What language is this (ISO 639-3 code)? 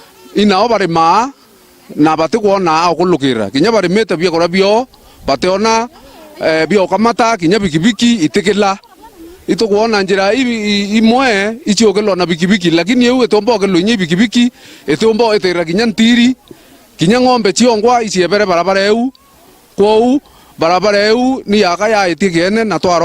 mer